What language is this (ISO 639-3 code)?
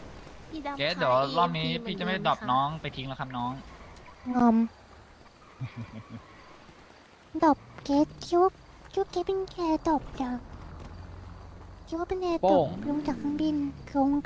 tha